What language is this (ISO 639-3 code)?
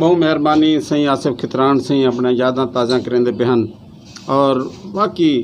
skr